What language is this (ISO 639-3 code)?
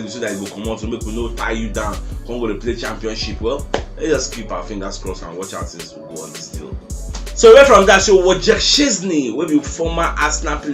pcm